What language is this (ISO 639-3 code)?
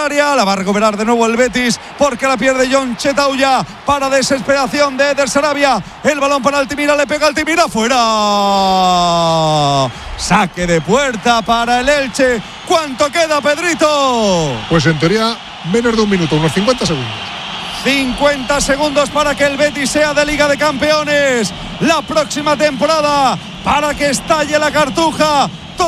spa